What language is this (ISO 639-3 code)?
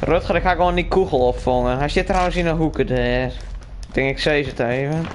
fry